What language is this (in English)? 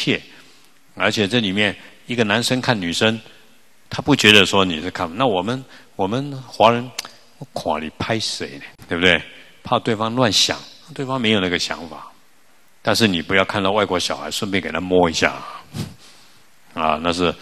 Chinese